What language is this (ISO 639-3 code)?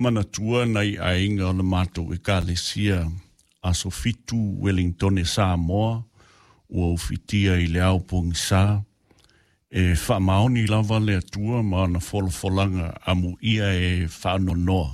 smo